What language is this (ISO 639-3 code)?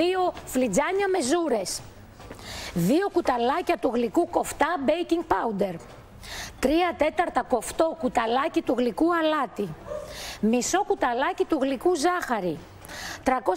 ell